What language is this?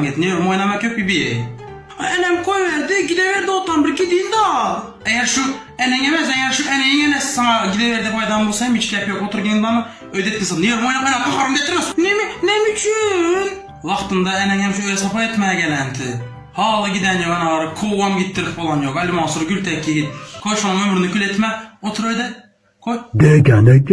Turkmen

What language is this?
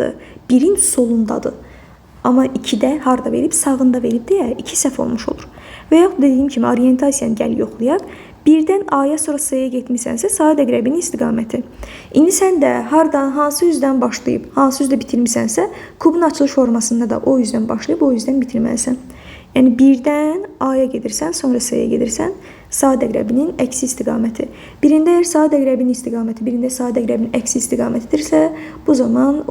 Azerbaijani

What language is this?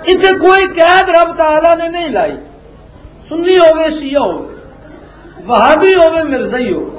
Western Panjabi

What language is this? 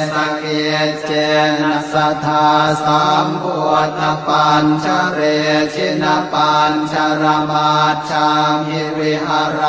Pali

